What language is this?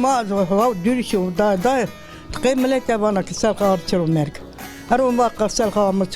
Zaza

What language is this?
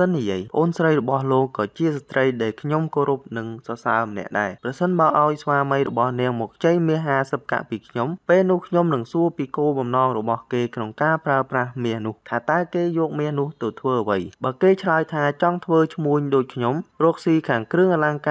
Khmer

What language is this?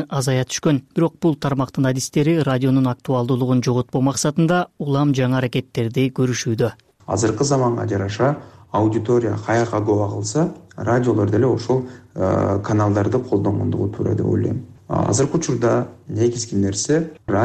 Kyrgyz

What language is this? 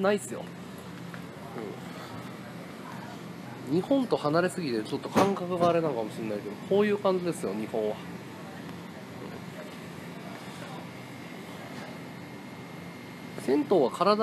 Japanese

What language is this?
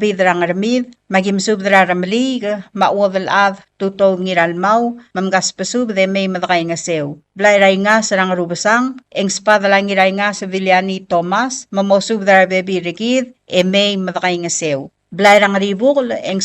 Palauan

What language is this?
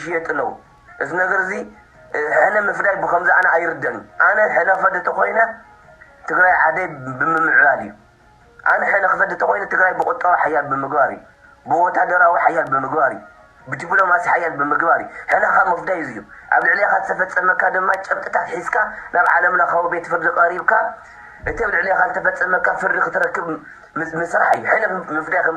Tigrinya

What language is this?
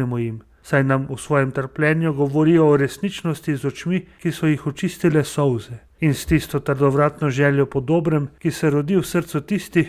Slovenian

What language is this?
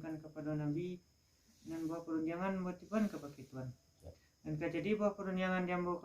Minangkabau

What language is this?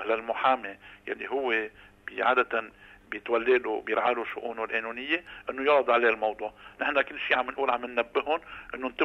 North Levantine Arabic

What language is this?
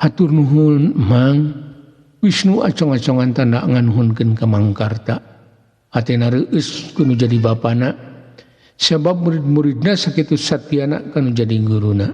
Sundanese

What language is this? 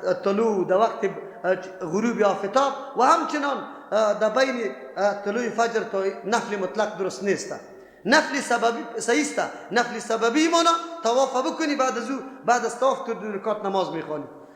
Persian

